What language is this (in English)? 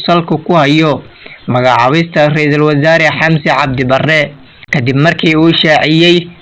Somali